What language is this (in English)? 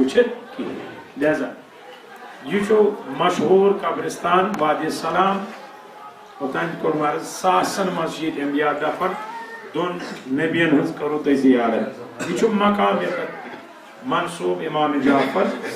Kashmiri